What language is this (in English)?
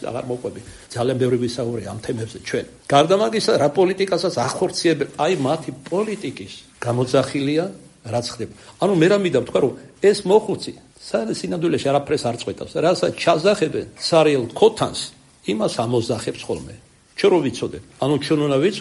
Georgian